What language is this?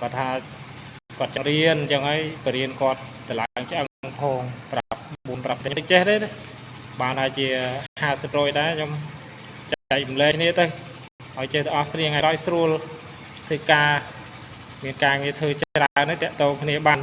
Khmer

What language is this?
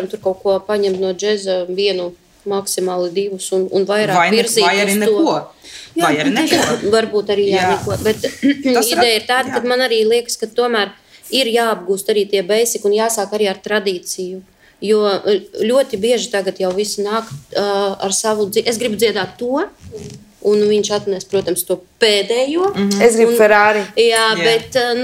Latvian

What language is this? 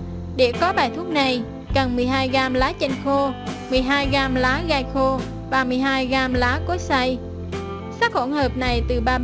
Vietnamese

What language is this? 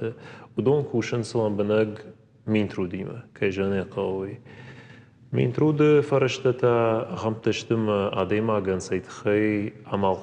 Ossetic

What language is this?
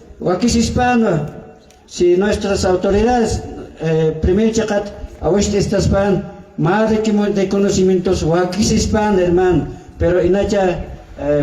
Aymara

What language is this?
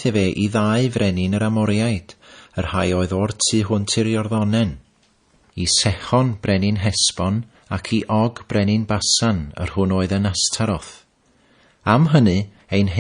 Welsh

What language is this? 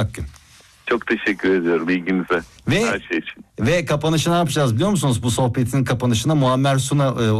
Turkish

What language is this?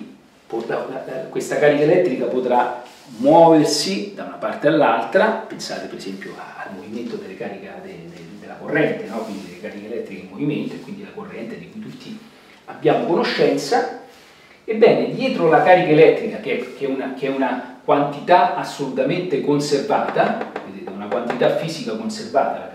Italian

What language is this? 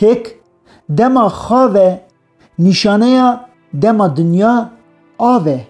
Kurdish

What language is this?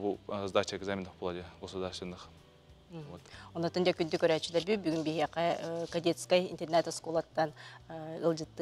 Yakut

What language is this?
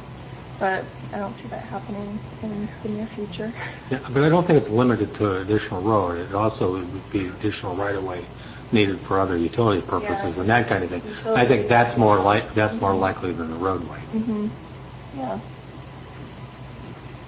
English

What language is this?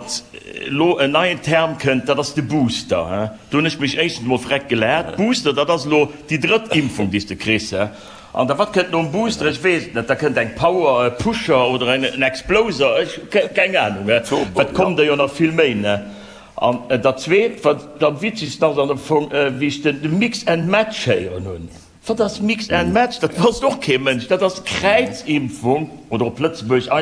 Luxembourgish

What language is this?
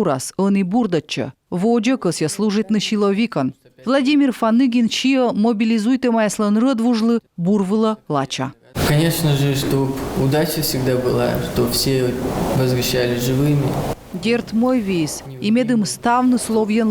Komi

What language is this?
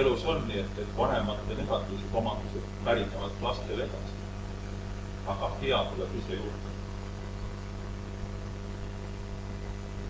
Estonian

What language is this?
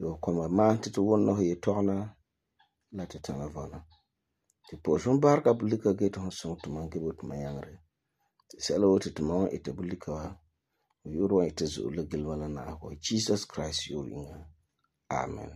Frafra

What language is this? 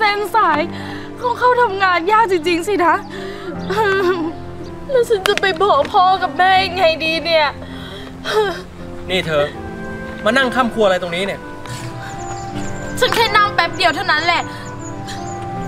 Thai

